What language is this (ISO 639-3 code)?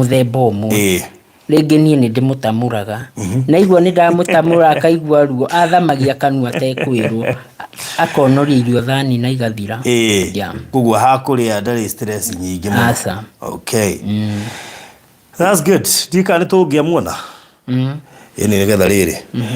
kik